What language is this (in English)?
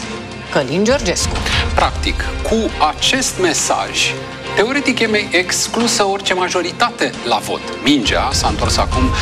Romanian